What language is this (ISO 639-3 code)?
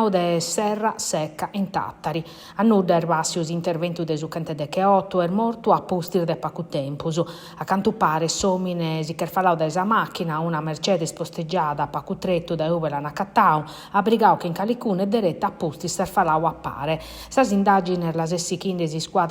srd